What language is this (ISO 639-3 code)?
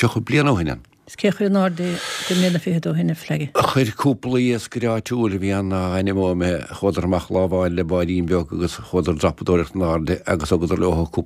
gle